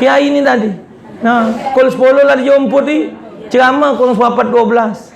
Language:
Musi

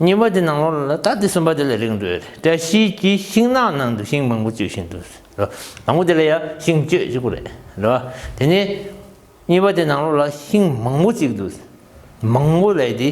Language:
Tibetan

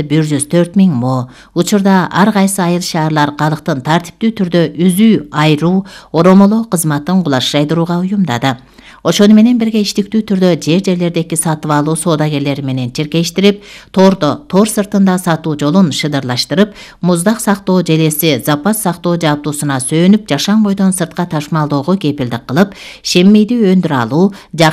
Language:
Kyrgyz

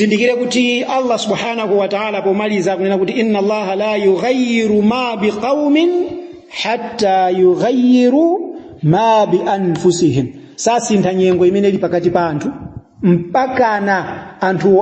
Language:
Nyanja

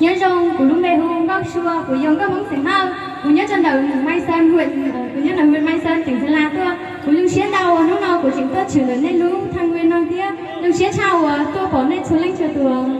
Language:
Hmong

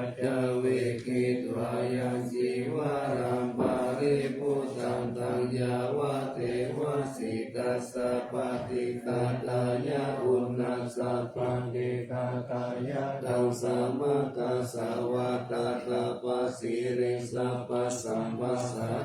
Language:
Pali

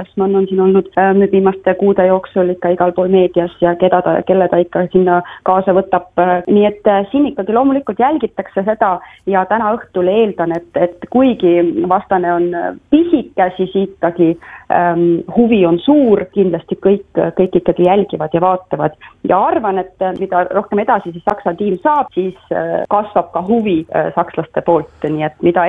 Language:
Estonian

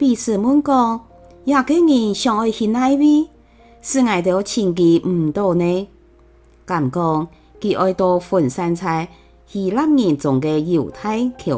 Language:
Hakka Chinese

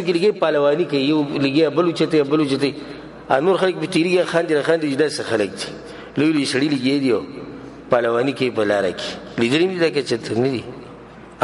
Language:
Pashto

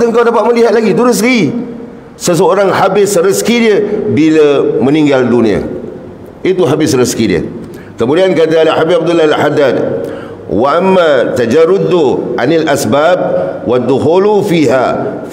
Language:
Malay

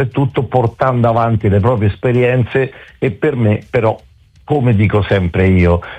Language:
Italian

